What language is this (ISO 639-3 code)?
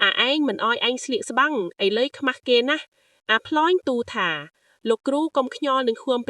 khm